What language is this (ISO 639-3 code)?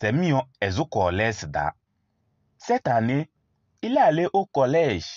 kbp